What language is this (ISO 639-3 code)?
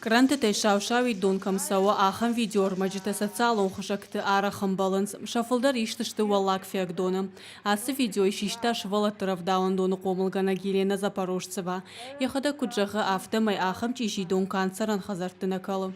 oss